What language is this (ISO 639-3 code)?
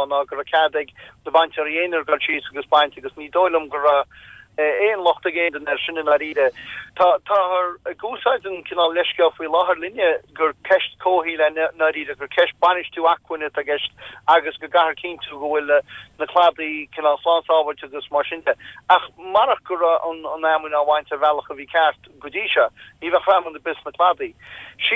gle